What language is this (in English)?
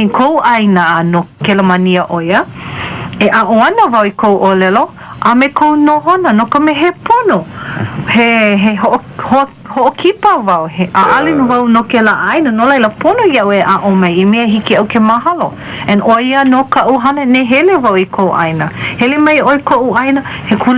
Hawaiian